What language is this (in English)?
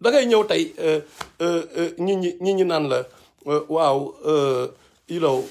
Wolof